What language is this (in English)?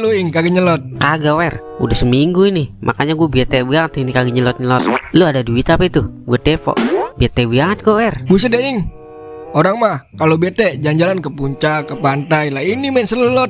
Betawi